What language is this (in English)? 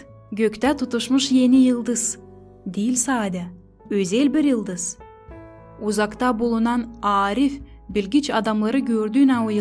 Gagauz